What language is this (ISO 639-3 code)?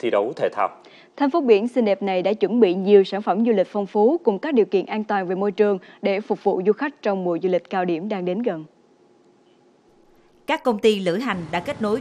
vie